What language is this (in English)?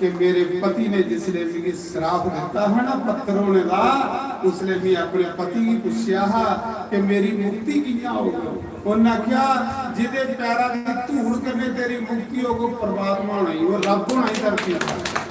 Dogri